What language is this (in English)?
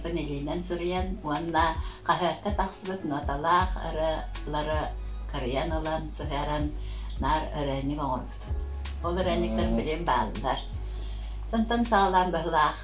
Yakut